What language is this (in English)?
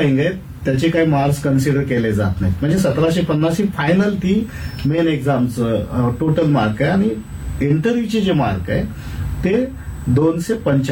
Marathi